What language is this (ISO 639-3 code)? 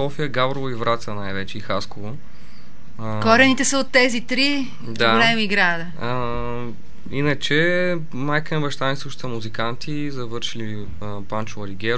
bul